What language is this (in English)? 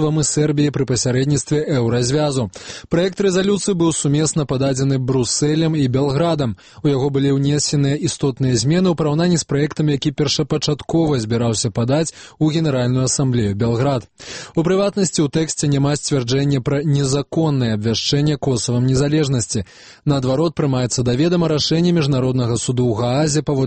Belarusian